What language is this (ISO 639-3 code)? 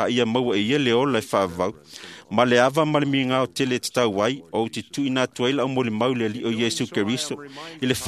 smo